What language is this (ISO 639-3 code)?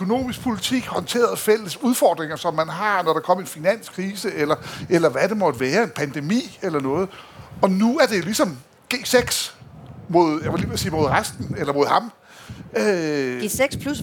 dan